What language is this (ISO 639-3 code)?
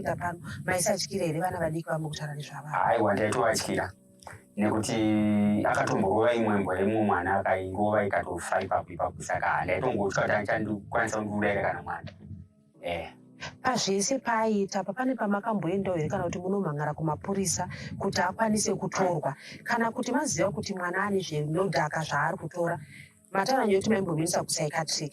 sna